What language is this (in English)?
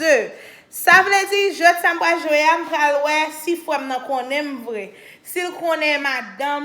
Haitian Creole